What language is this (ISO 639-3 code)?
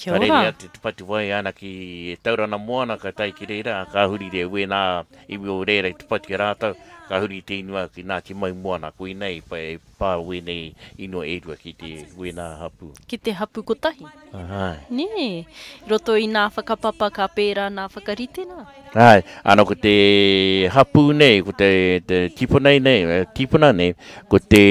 mri